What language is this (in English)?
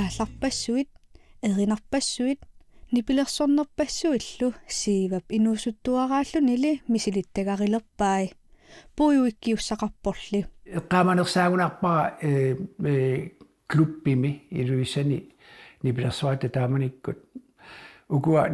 Kalaallisut